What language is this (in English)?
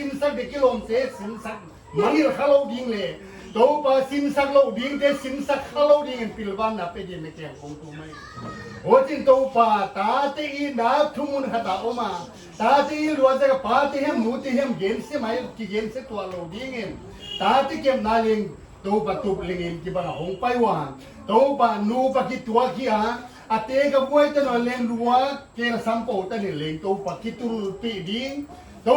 Paite Chin